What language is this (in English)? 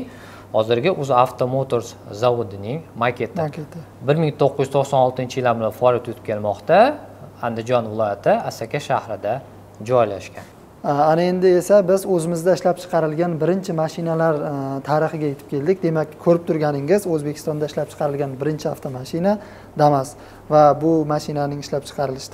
Uzbek